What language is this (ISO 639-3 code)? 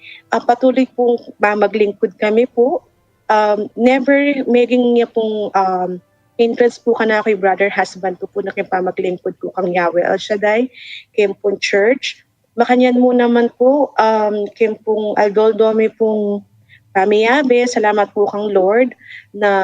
pam